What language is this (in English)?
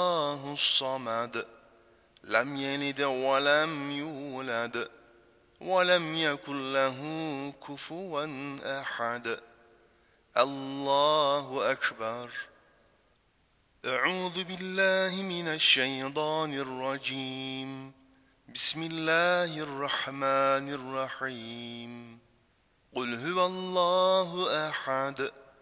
Arabic